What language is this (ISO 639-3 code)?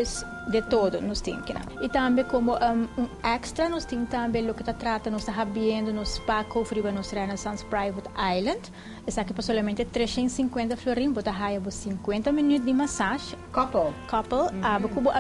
pap